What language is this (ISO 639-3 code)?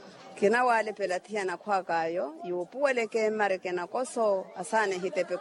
vmw